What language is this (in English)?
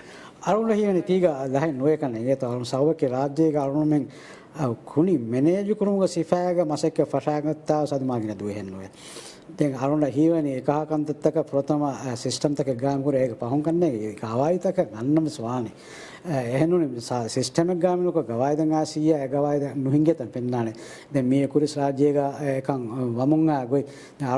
Divehi